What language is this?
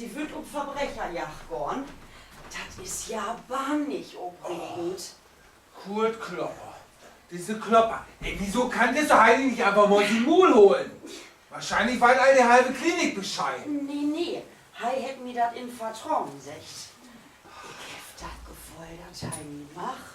Low German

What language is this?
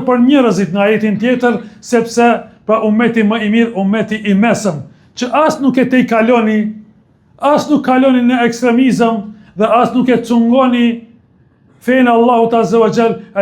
Albanian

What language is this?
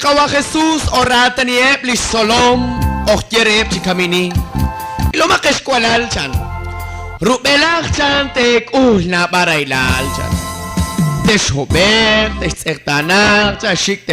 Kekchí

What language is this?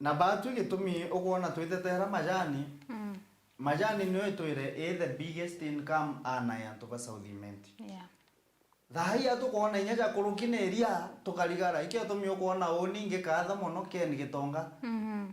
Meru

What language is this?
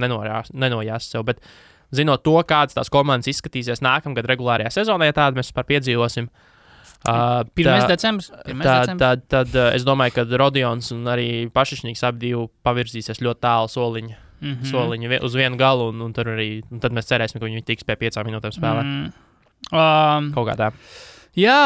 Latvian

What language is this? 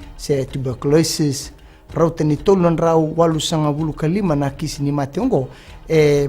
Fijian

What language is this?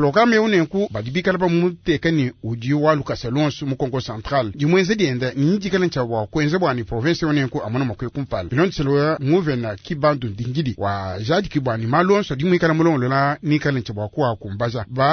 Luba-Lulua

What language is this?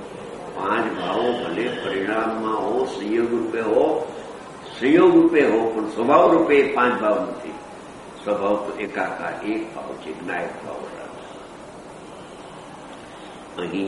Gujarati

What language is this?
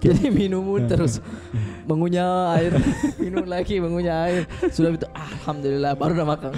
Makassar Malay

